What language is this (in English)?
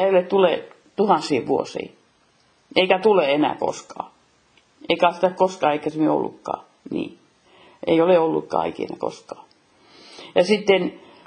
Finnish